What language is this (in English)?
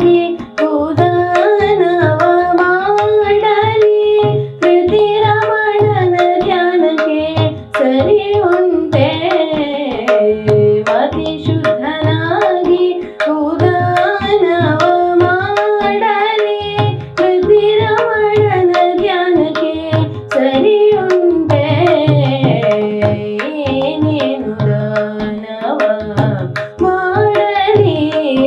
Kannada